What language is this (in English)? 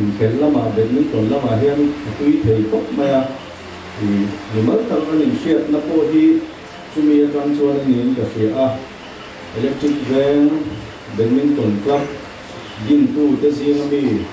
Mizo